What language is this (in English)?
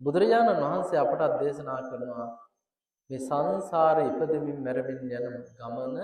Sinhala